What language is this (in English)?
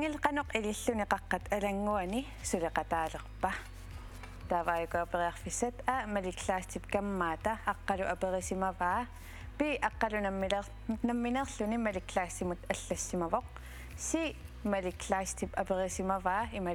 Kalaallisut